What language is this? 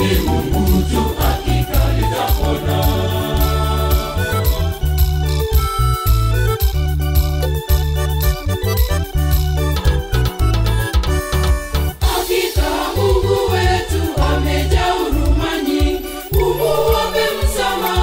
Swahili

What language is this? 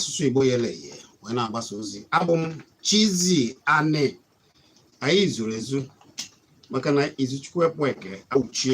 Igbo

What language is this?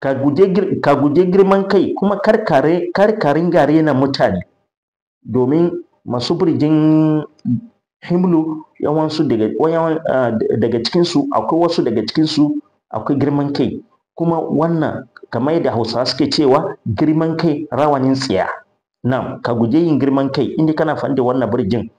Hausa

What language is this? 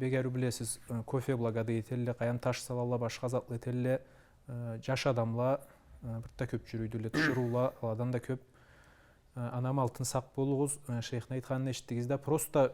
Karachay-Balkar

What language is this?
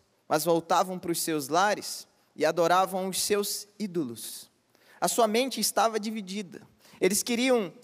Portuguese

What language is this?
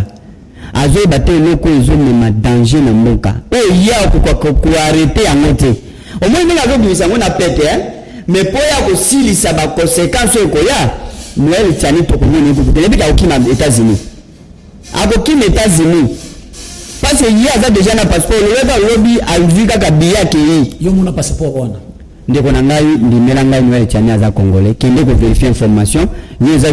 Lingala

